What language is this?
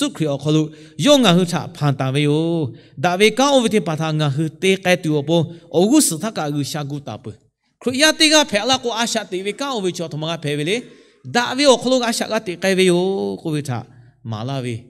Lahu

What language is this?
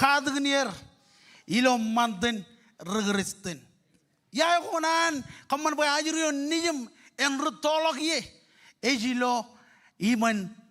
Marshallese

